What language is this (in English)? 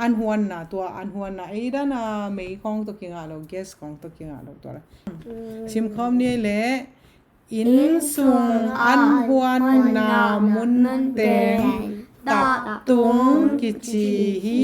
Tedim Chin